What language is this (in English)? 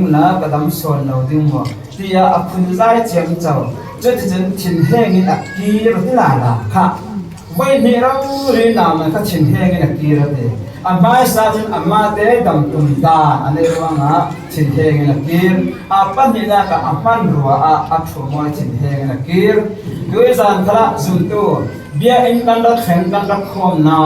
Falam Chin